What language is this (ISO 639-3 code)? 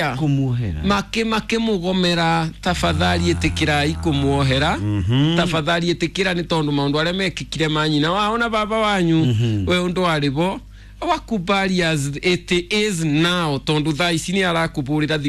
kik